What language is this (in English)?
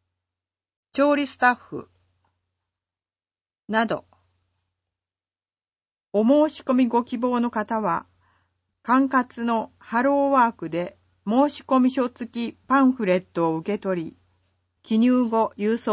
Japanese